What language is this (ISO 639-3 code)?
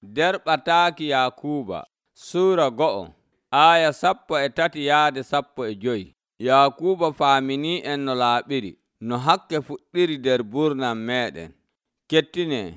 fuv